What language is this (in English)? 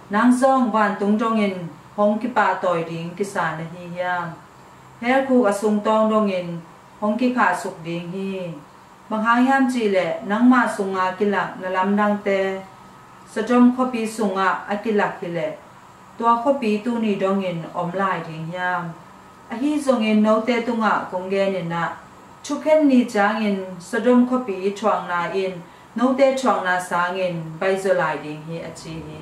Tedim Chin